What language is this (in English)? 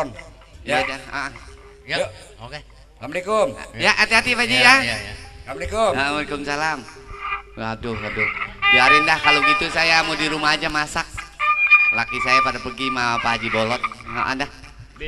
Betawi